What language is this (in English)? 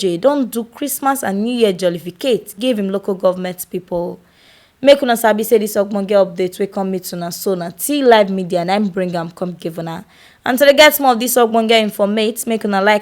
Nigerian Pidgin